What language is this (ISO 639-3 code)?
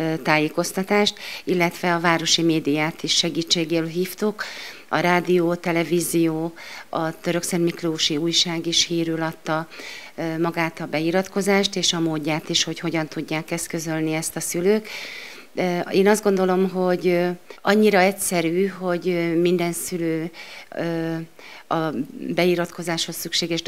hun